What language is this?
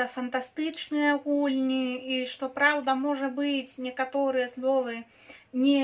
Belarusian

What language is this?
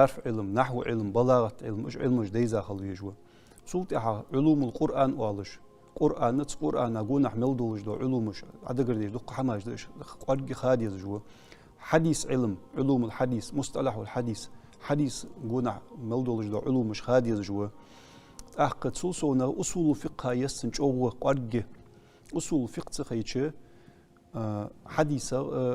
Ingush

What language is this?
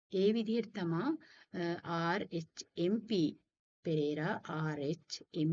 Sinhala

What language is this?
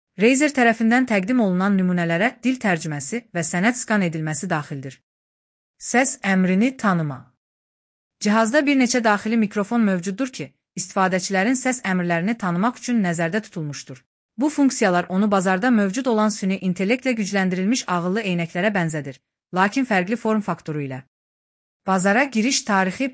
Azerbaijani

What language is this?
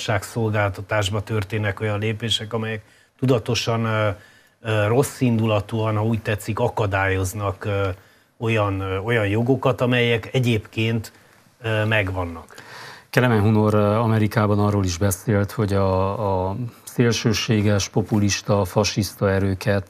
Hungarian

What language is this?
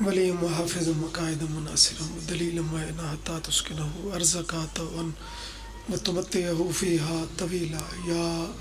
Pahari-Potwari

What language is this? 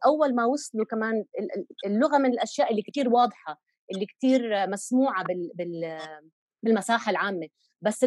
North Levantine Arabic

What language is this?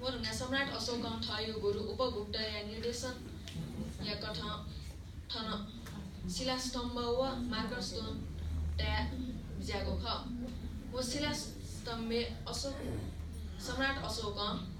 Newari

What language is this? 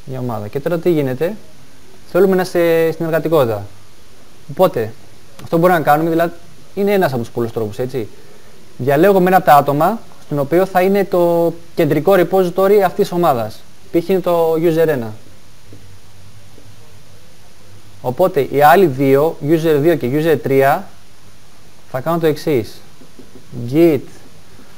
Greek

